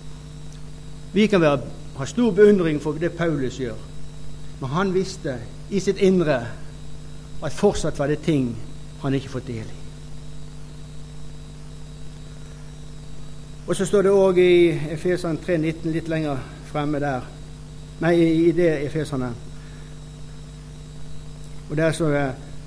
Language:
Norwegian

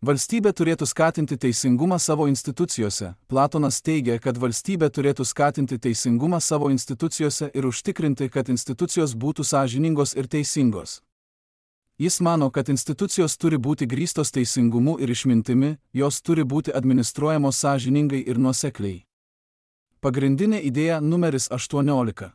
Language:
Lithuanian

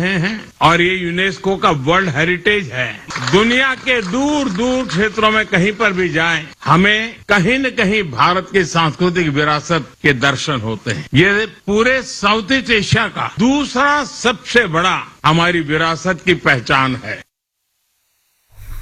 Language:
Hindi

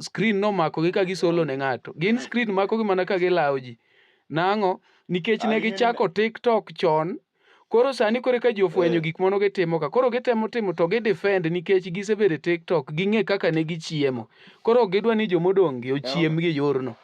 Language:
Luo (Kenya and Tanzania)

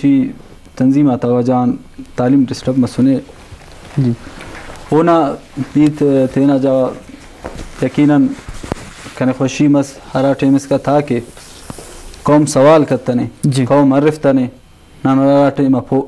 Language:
Brahui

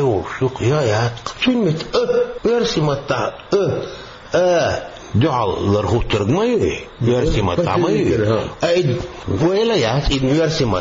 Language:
Chechen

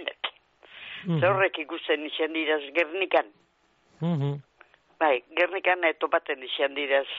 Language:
Basque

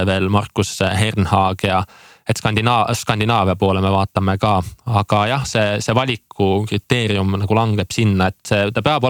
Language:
Estonian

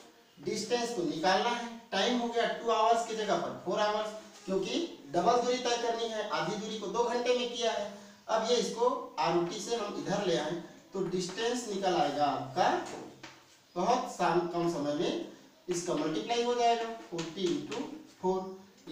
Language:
Hindi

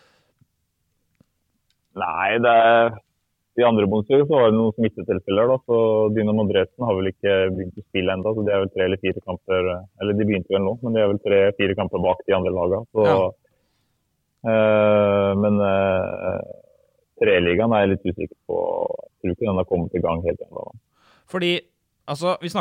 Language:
Norwegian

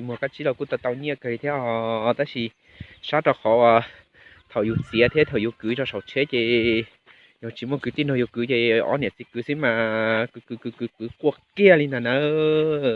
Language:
Hmong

